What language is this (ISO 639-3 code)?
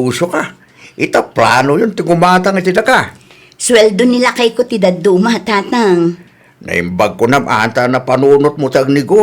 ilo